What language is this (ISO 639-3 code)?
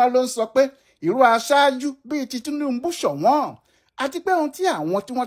yor